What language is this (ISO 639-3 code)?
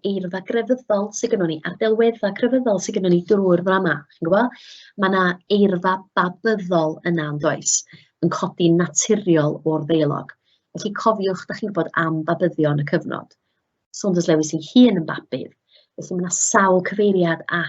cym